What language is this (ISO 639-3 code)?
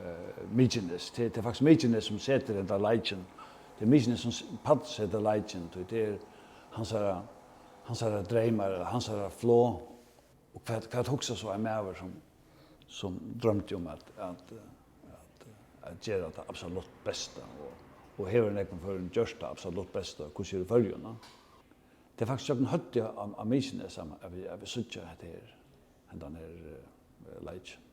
fao